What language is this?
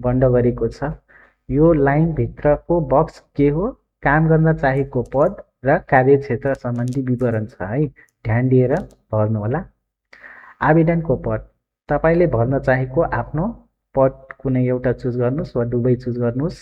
Nepali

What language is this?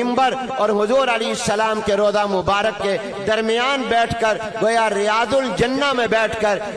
Urdu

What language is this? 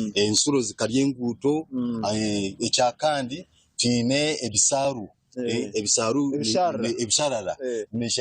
Nyankole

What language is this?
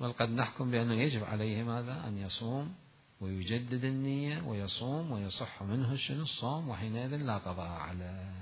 Mesopotamian Arabic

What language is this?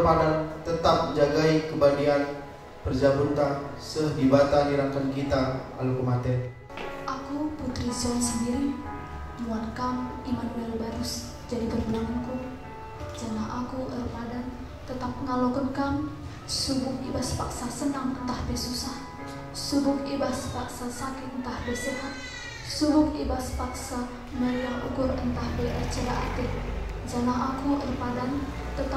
Batak Karo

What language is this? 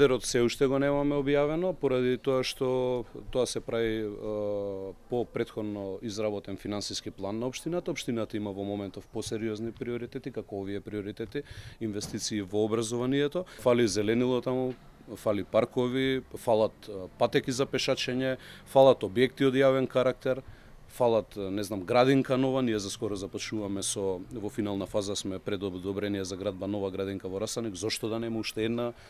Macedonian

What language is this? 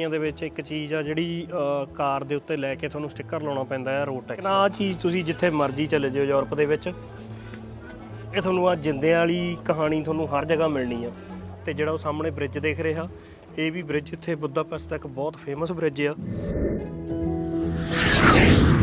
Punjabi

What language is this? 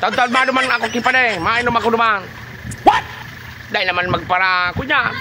Bikol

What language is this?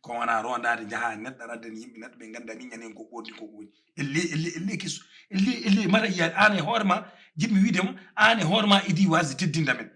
Fula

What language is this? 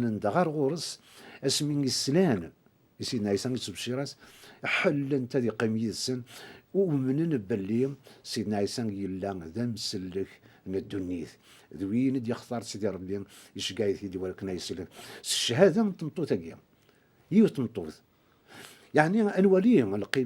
Kabyle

